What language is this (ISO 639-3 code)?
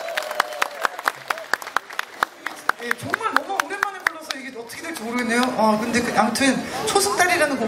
kor